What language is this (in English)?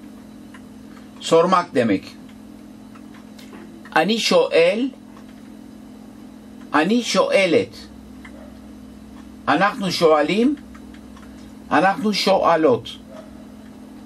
Turkish